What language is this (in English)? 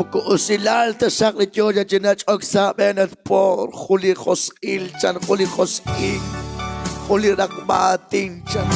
Kekchí